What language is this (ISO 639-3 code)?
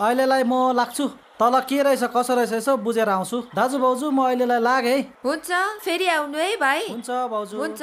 nep